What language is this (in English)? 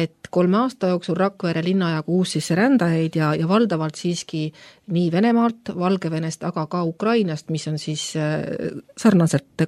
Estonian